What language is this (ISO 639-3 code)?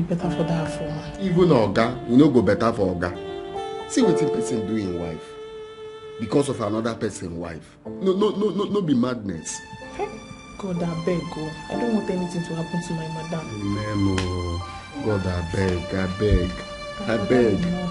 pcm